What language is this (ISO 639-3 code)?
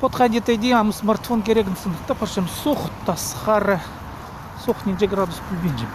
kjh